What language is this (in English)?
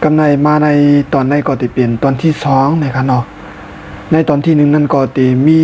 Shan